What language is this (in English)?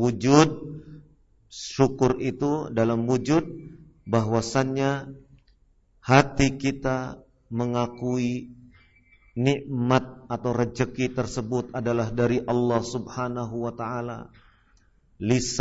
Indonesian